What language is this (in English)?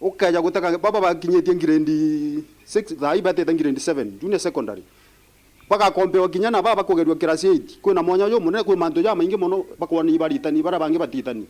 Meru